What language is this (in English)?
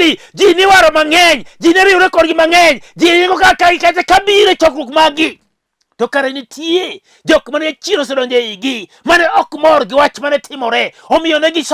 Luo (Kenya and Tanzania)